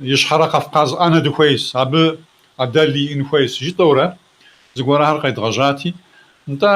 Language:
Kabardian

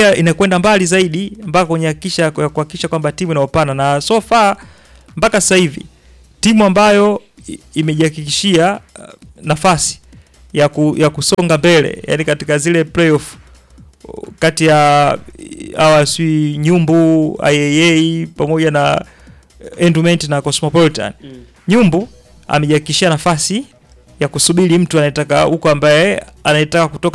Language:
Swahili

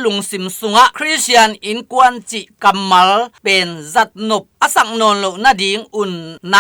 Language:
Tedim Chin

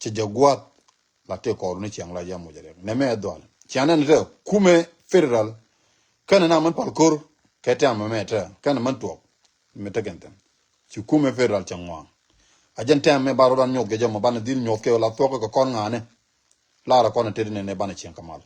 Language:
Nuer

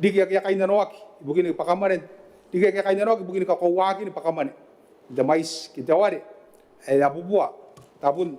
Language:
Gilbertese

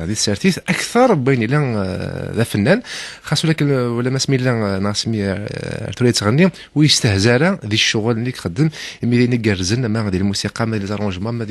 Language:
Kabyle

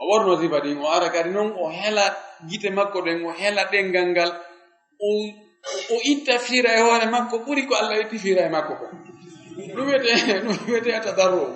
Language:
Fula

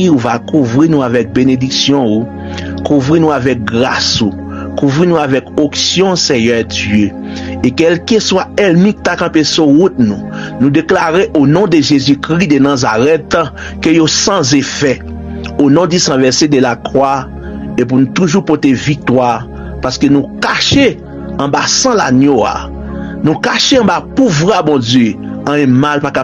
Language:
Haitian Creole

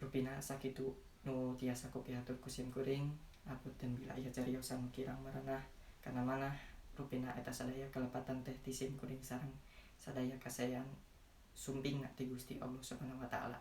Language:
Sundanese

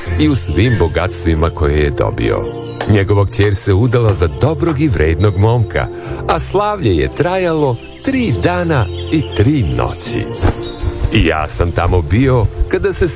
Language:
Serbian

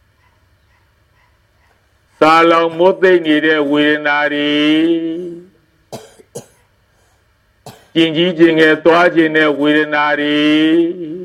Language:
Burmese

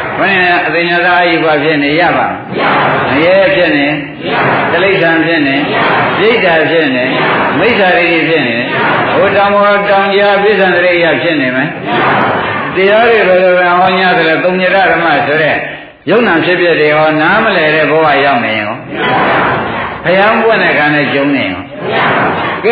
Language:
Burmese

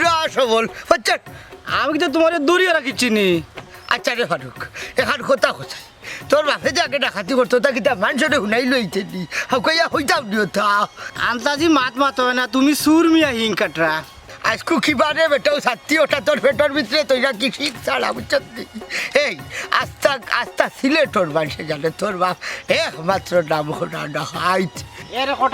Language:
Sylheti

